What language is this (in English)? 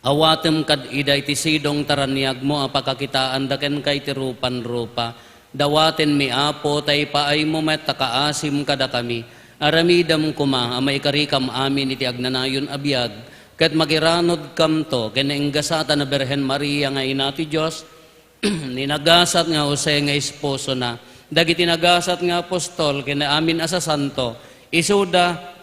Iloko